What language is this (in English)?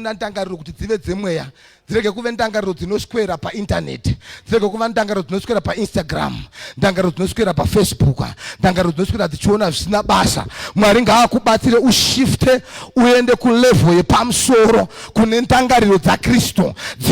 Shona